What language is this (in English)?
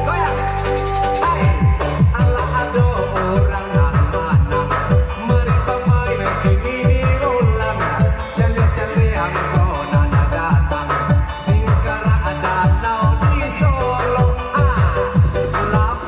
Minangkabau